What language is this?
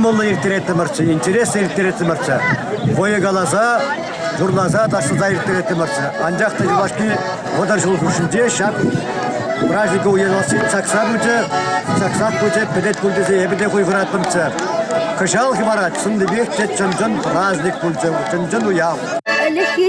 Chuvash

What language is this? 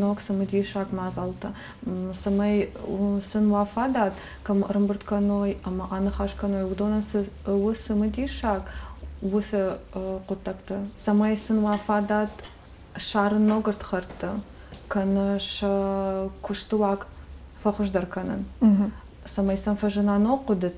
Ossetic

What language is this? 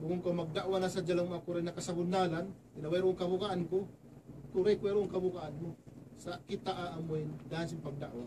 Tausug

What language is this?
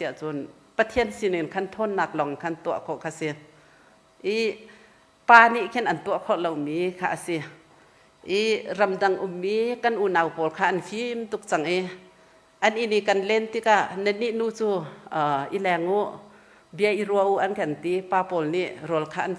Hakha Chin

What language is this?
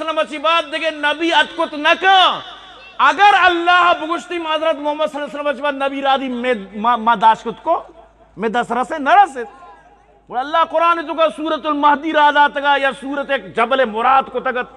Eastern Balochi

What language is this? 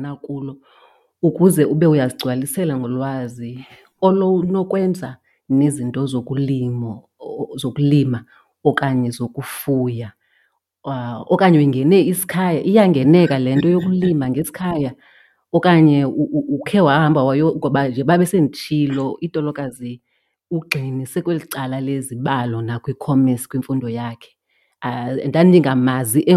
Xhosa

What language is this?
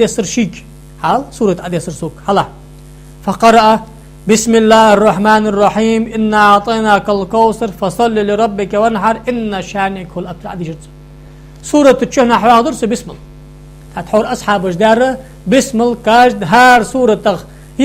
Ingush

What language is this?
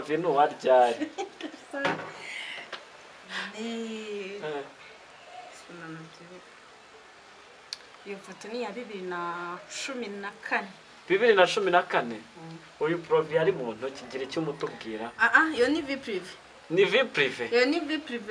Kinyarwanda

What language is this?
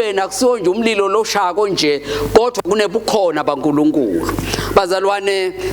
Swati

